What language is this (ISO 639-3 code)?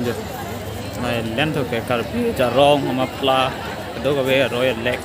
mjw